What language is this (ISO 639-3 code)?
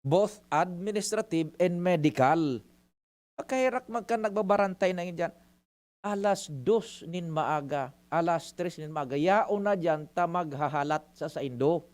bik